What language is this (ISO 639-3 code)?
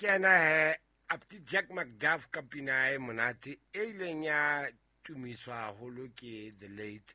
sot